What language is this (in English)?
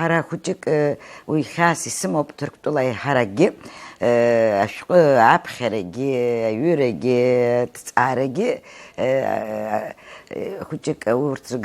Abkhazian